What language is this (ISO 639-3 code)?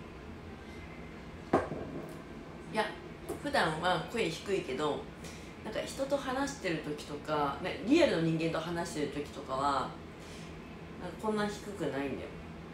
jpn